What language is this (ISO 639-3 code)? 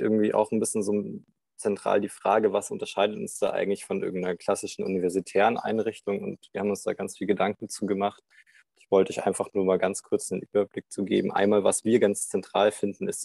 deu